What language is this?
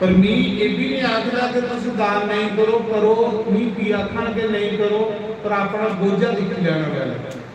Dogri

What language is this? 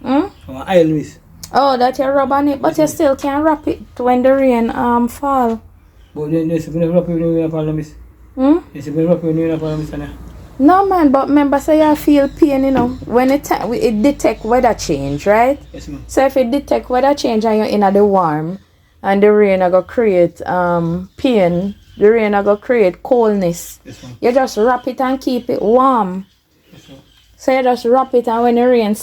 Jamaican Creole English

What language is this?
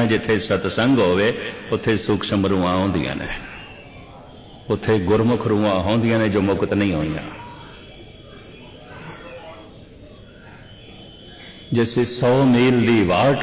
Punjabi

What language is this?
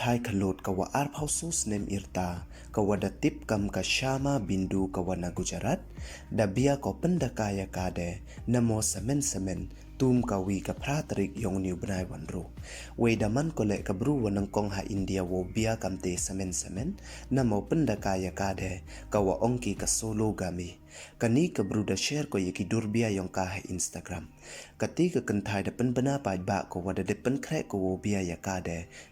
Pnar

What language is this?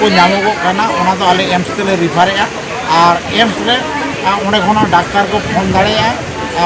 Santali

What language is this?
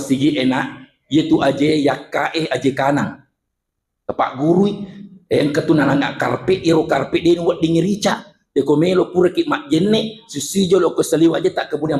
Buginese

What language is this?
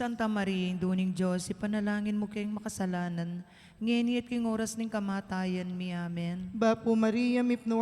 Pampanga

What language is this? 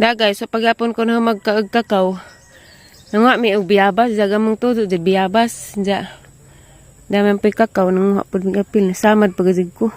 Cebuano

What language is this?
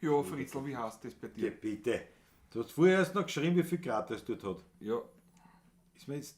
Bavarian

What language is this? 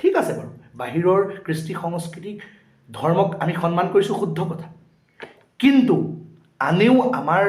Assamese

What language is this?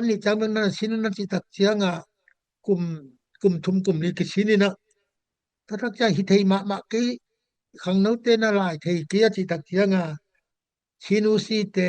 Tedim Chin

